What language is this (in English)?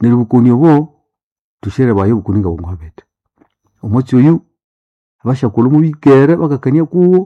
Nande